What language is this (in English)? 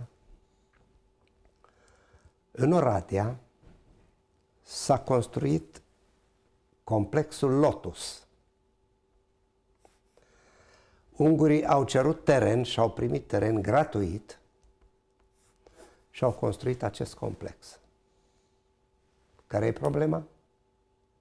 Romanian